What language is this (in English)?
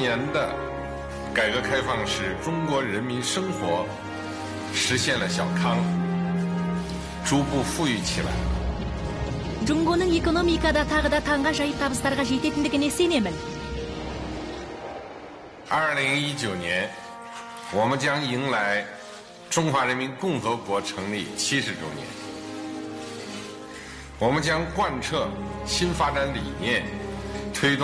Kazakh